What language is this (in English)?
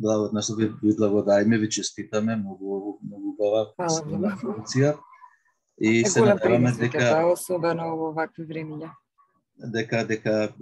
Macedonian